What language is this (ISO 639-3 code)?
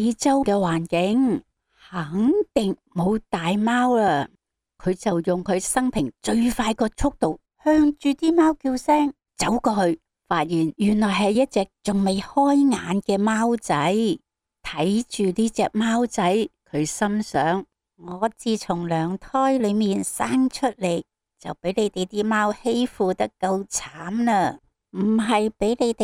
yue